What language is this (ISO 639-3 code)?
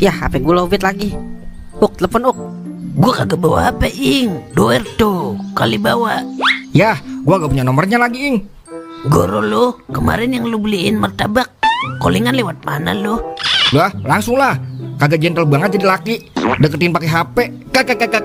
bew